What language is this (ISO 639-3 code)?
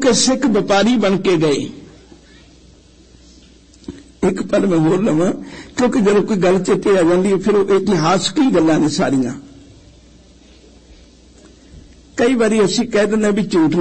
pan